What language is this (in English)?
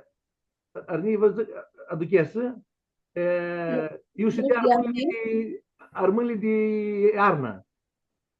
Aromanian